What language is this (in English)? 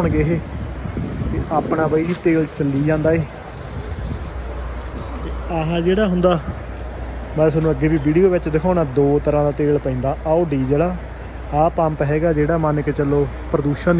Punjabi